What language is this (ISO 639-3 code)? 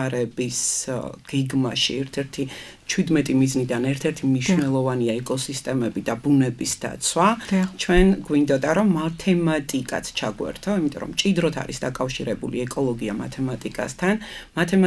kat